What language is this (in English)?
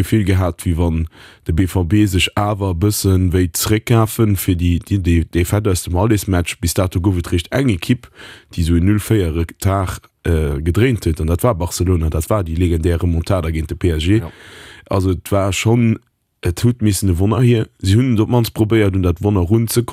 Luxembourgish